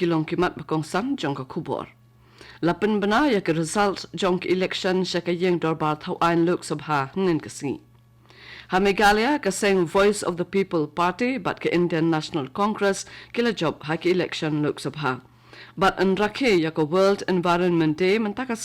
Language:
Khasi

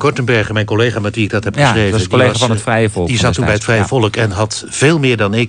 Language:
Dutch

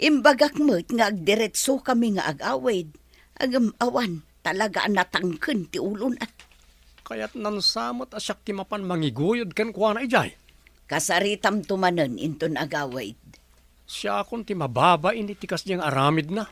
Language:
Iloko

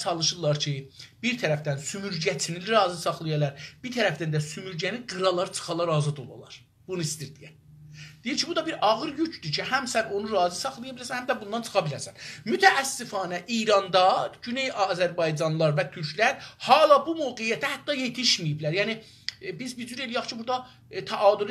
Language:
South Azerbaijani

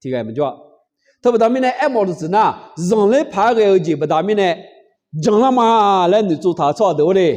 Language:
Akha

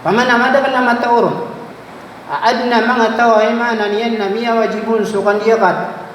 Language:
Maranao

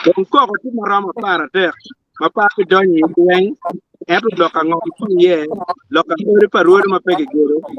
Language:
Acoli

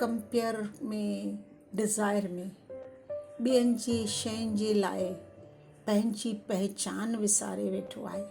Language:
Sindhi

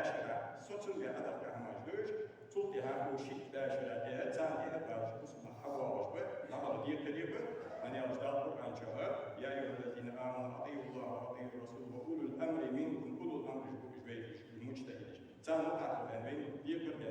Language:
Ingush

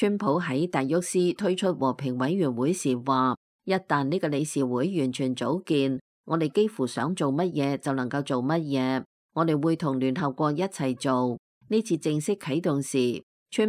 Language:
Cantonese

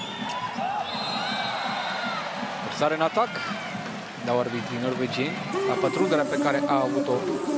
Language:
Romanian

